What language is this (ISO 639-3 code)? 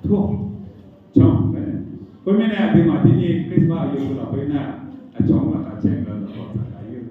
ahk